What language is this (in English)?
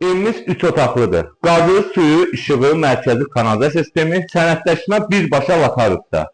Azerbaijani